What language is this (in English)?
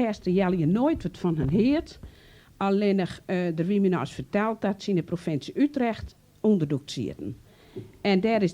Western Frisian